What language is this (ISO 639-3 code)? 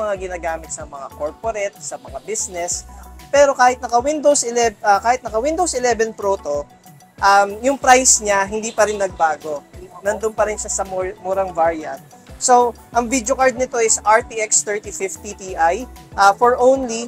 fil